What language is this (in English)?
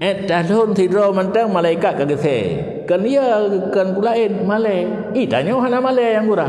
Achinese